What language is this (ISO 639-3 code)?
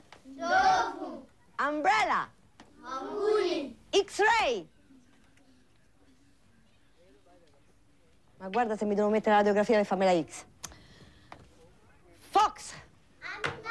ita